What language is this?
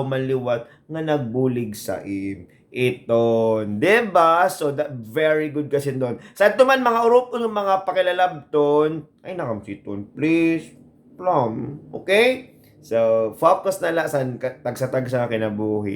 Waray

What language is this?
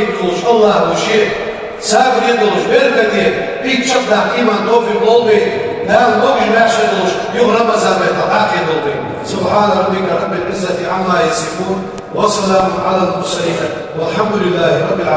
Ingush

